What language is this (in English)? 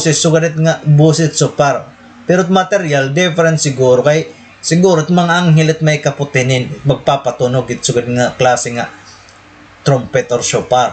Waray